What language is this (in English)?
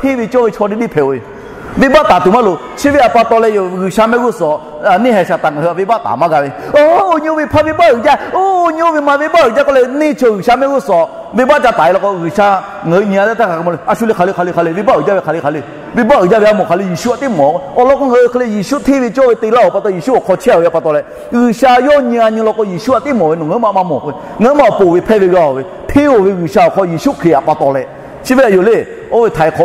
Lahu